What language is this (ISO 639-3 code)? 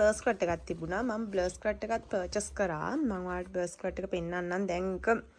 sin